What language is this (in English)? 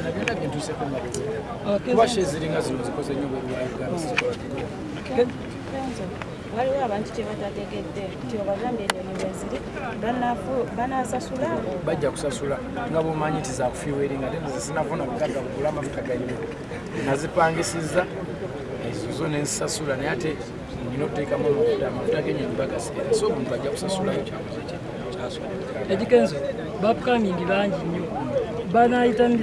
Ganda